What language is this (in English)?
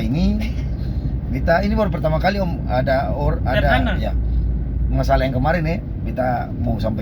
Ambonese Malay